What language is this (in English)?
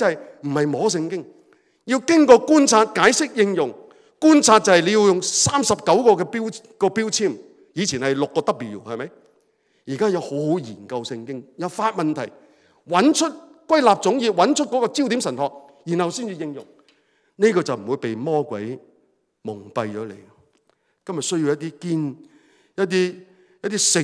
Cantonese